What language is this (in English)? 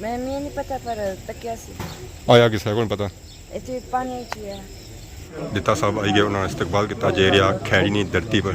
Pahari-Potwari